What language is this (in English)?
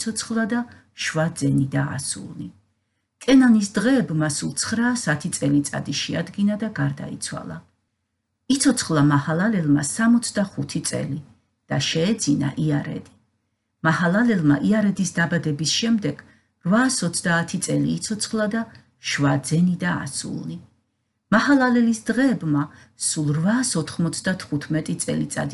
Georgian